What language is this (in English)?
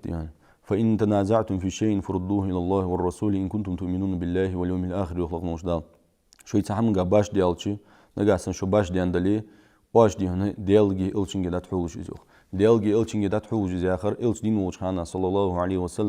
Ingush